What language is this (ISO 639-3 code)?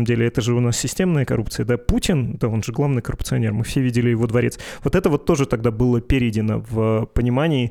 rus